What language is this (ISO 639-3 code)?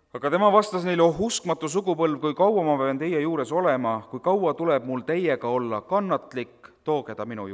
est